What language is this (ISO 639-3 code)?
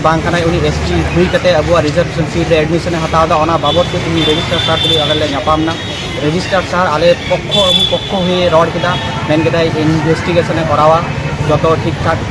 sat